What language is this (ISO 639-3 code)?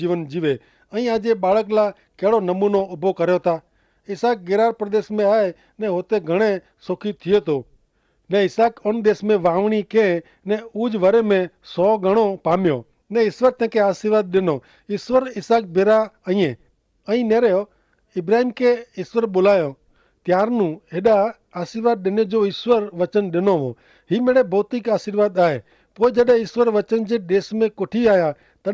kfr